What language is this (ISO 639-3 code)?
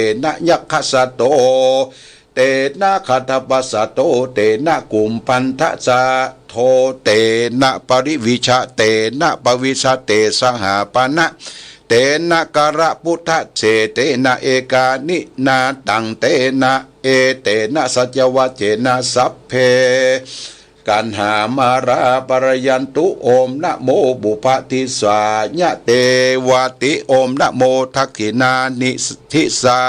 pli